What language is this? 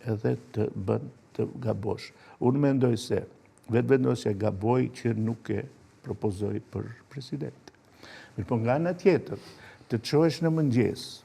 Albanian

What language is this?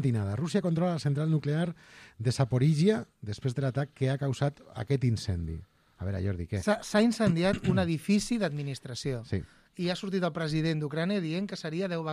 Catalan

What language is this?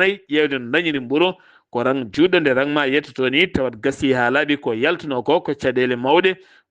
Fula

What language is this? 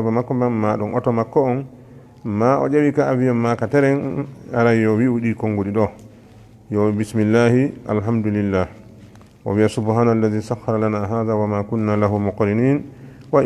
Fula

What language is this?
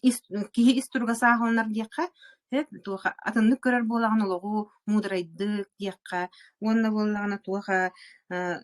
Yakut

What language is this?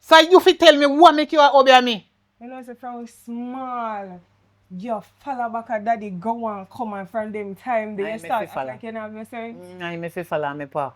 Jamaican Creole English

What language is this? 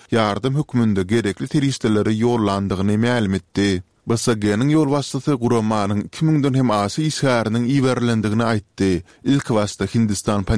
Turkmen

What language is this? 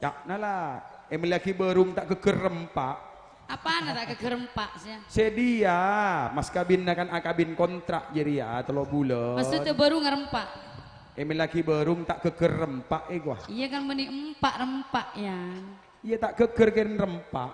Madurese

